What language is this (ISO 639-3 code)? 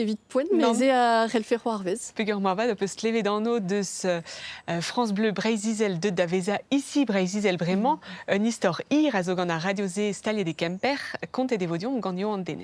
bre